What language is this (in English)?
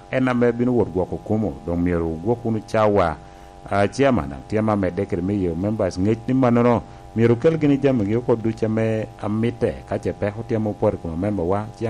Lango (Uganda)